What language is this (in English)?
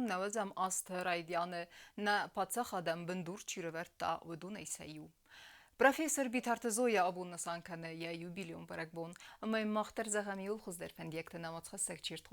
Ossetic